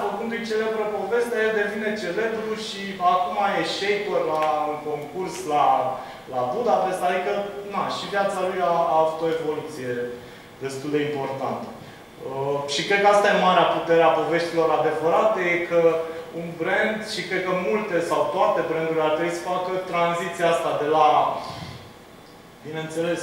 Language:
Romanian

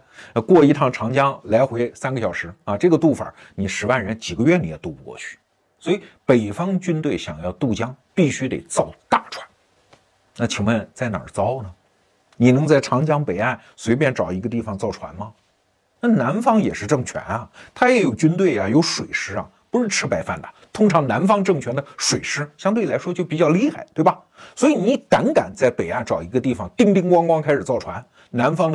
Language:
Chinese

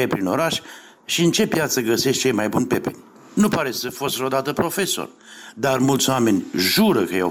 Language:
Romanian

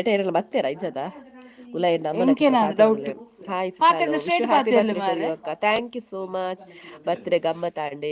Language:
Tulu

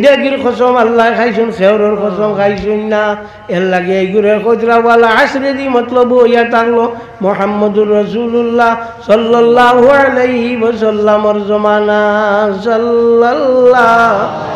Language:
Sylheti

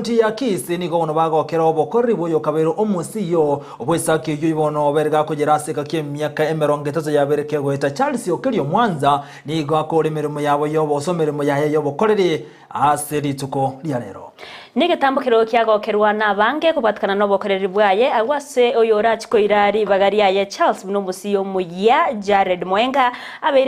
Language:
Gusii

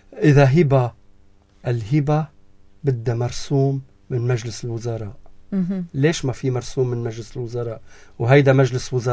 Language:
North Levantine Arabic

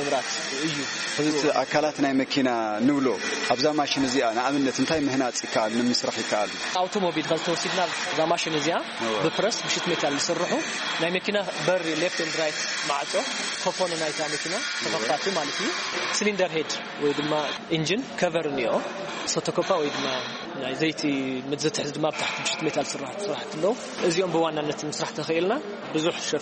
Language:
Tigrinya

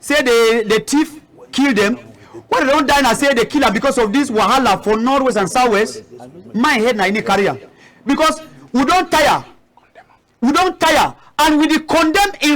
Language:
Cameroon Pidgin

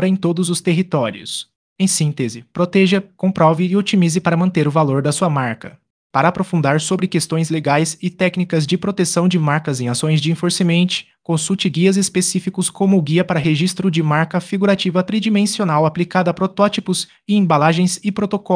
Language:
Portuguese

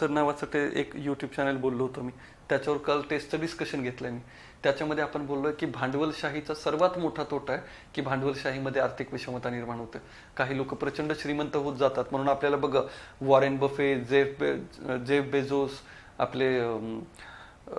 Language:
Marathi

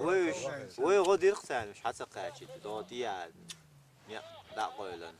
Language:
Chechen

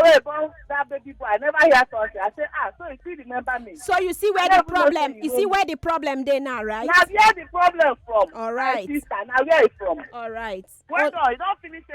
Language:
Nigerian Pidgin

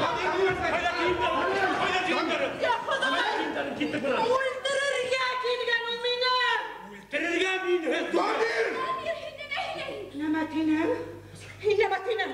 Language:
Bashkir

